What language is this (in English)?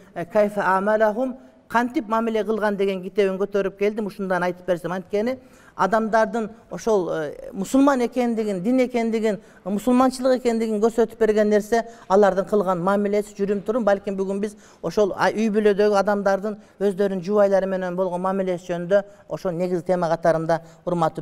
Kyrgyz